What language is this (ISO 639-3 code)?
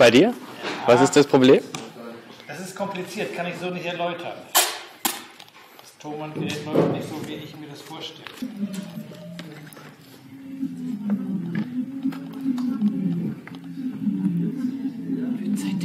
deu